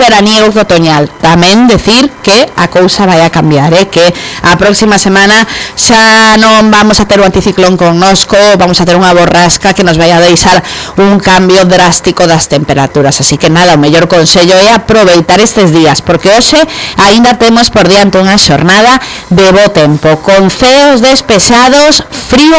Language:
Galician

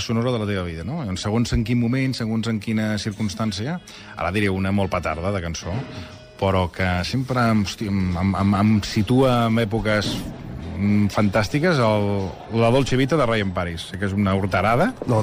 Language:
Catalan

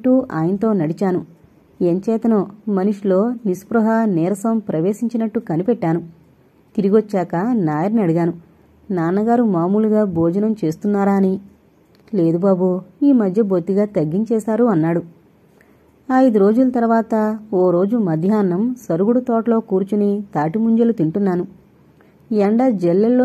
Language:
Telugu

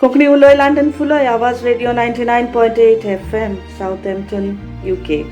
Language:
Konkani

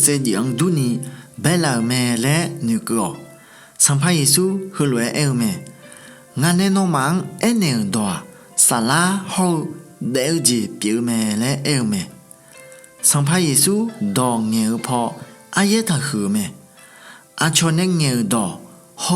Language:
Akha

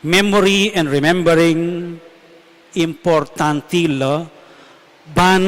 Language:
Pampanga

